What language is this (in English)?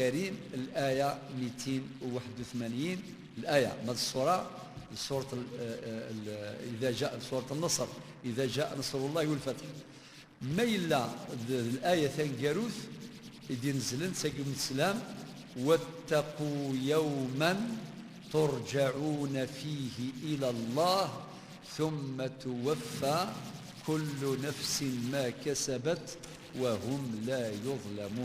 Kabyle